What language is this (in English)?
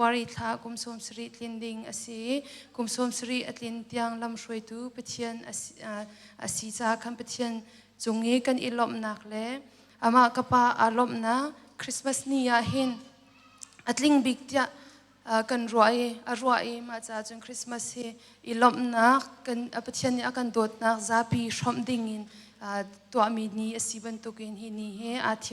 Hakha Chin